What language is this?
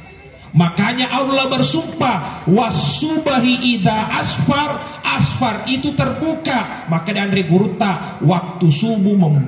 Buginese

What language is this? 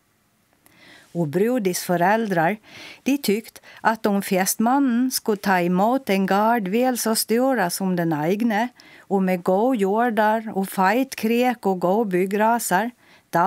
Swedish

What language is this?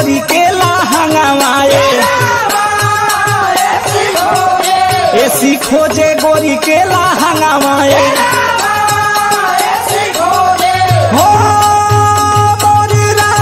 Bhojpuri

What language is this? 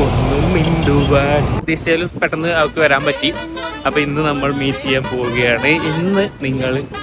Malayalam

